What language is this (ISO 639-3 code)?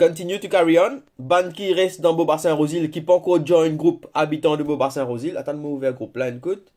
mfe